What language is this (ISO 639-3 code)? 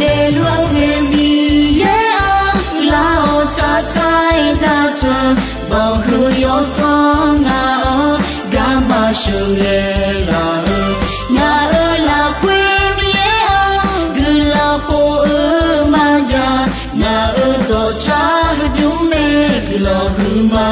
ahk